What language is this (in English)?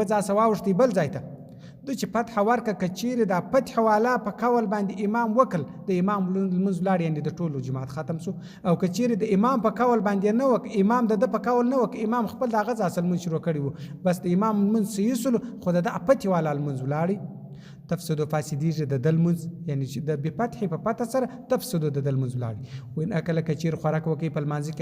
Pashto